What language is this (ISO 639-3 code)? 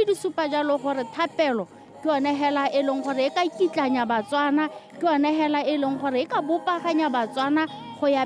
tsn